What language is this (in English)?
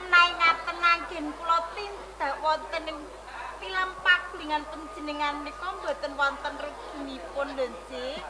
Javanese